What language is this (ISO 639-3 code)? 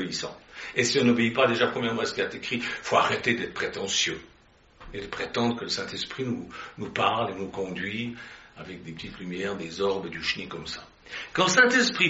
fra